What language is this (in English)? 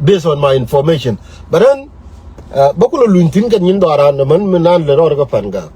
Nuer